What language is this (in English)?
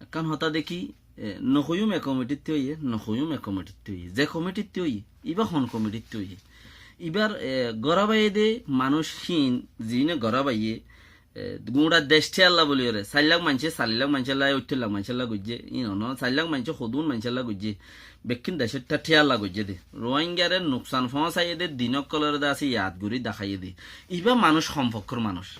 Rohingya